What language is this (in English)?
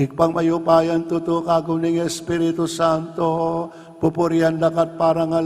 Pampanga